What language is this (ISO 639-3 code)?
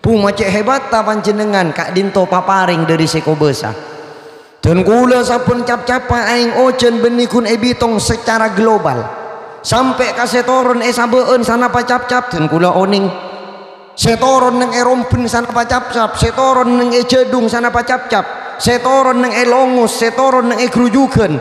mad